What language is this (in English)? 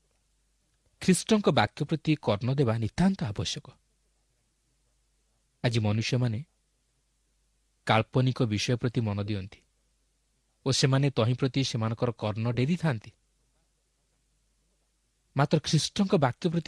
Odia